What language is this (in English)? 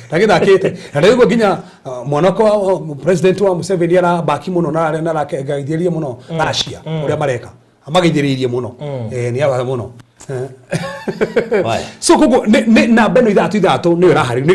Kikuyu